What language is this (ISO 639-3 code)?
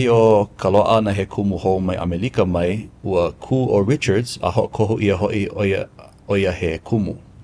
haw